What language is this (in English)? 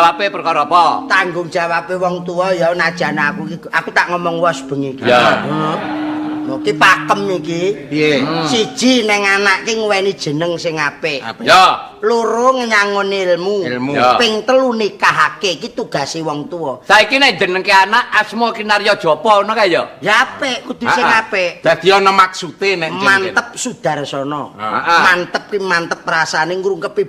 Javanese